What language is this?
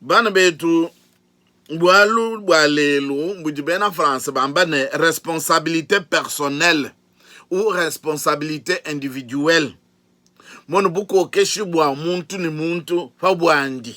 Luba-Lulua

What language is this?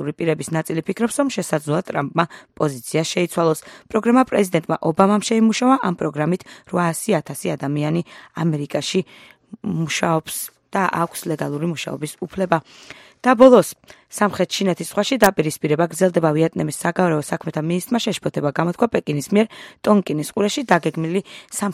Georgian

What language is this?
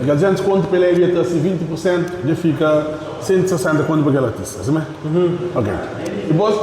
Kabuverdianu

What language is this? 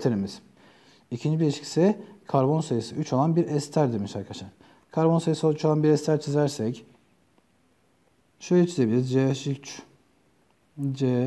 Turkish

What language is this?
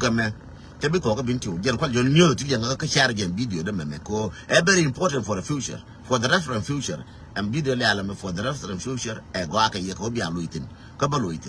Nuer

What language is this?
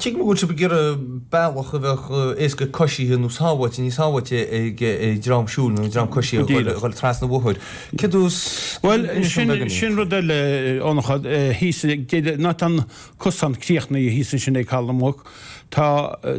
Irish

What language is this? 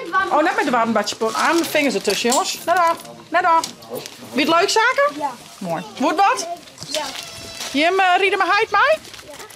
Western Frisian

